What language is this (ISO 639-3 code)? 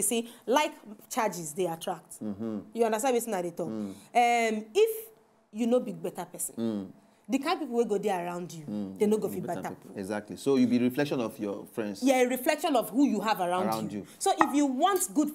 pcm